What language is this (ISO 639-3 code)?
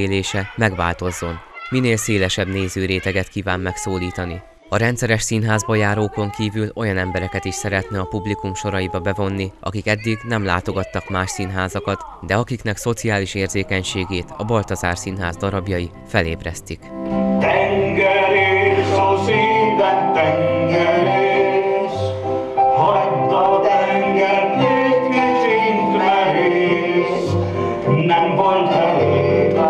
hun